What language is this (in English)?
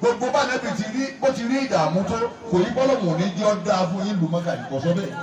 Yoruba